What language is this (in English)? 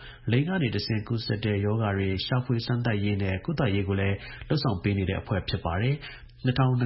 Burmese